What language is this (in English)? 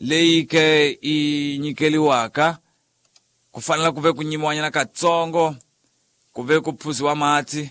Tsonga